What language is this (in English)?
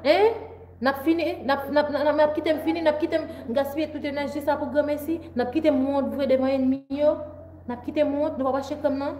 Haitian Creole